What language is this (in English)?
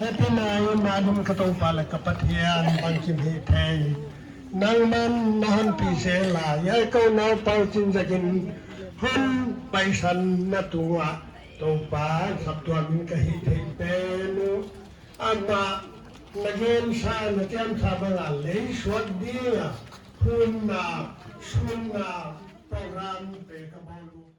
Paite Chin